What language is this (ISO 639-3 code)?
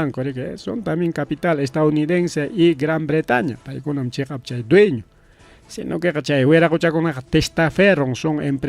quy